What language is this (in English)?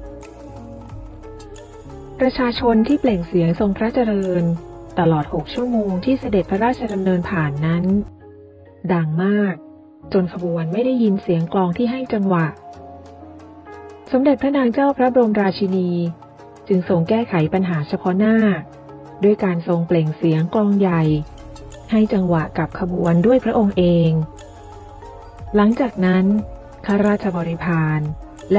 Thai